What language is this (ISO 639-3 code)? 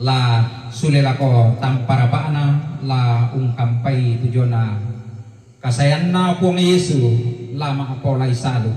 sda